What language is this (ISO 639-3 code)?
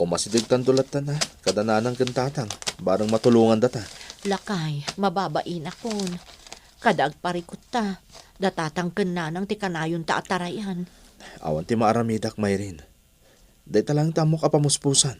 ilo